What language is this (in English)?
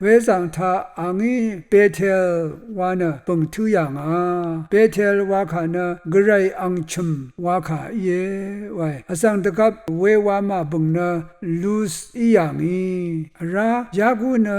Rawang